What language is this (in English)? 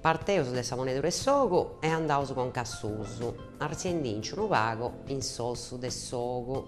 Sardinian